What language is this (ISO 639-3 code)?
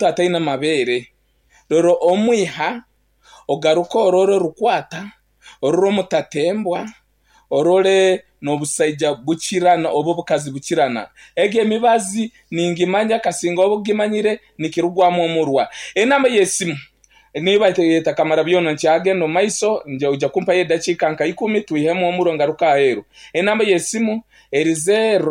nyn